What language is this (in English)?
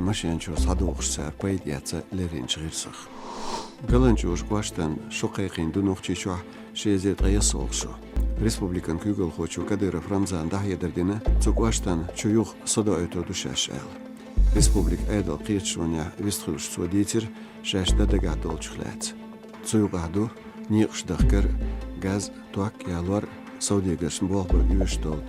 Chechen